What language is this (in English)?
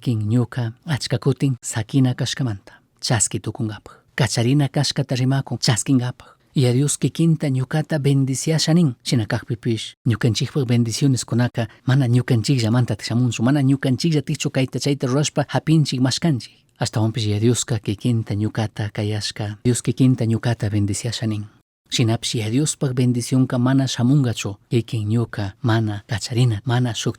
Chimborazo Highland Quichua